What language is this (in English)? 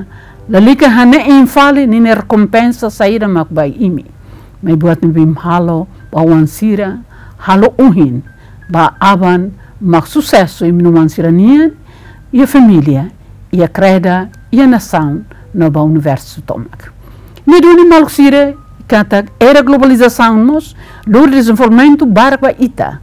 Tetum